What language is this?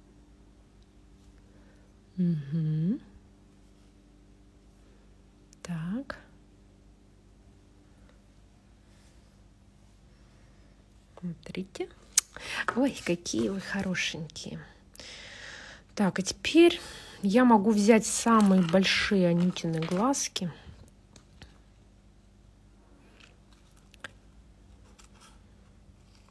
Russian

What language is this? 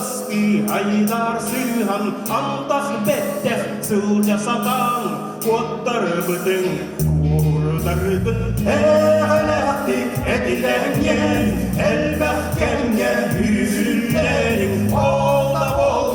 Yakut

